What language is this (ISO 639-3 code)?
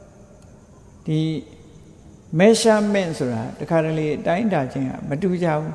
mya